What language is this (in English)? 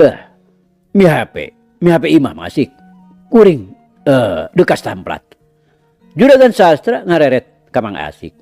Sundanese